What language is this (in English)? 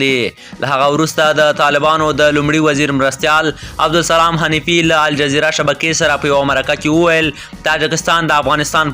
Pashto